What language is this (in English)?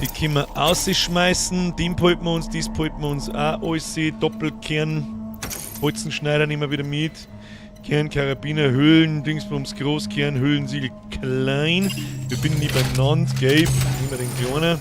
Bavarian